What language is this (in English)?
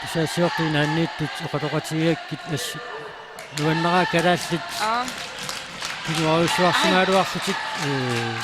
Kalaallisut